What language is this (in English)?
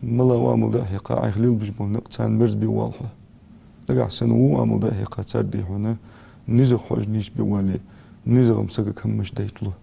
Ingush